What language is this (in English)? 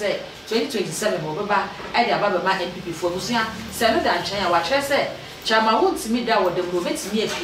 Akan